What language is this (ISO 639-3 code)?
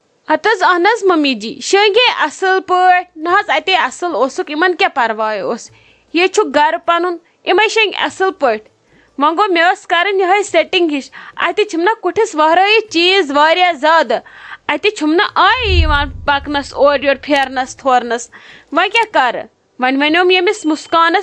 kas